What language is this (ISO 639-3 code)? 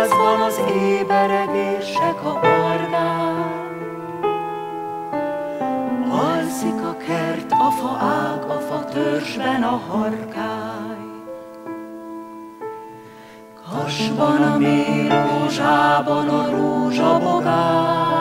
hun